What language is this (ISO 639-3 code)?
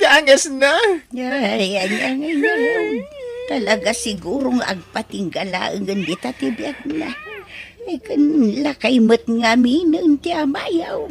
ilo